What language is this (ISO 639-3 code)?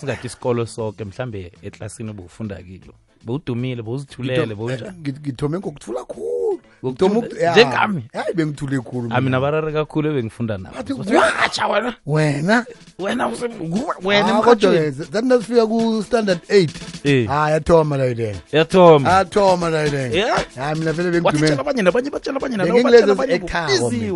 nbl